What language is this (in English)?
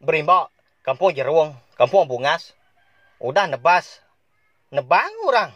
Iban